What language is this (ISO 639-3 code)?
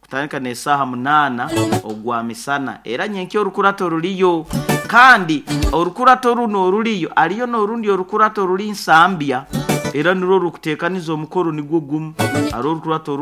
nyo